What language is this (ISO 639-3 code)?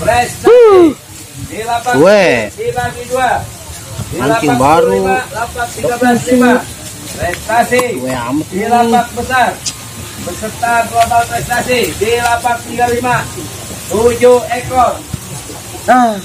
bew